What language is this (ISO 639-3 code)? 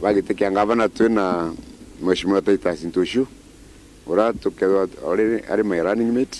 mer